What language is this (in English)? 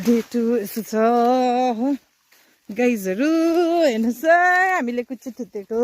Nepali